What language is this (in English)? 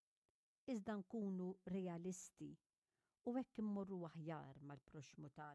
Maltese